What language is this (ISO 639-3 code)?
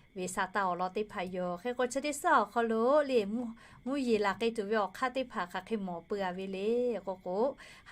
lhu